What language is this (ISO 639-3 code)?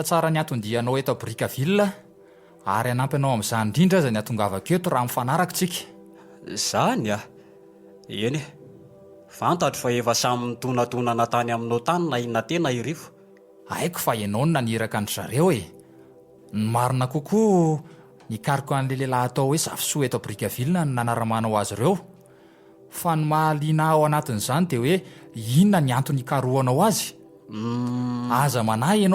mlg